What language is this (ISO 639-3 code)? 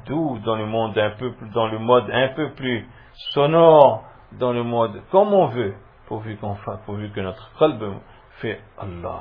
fra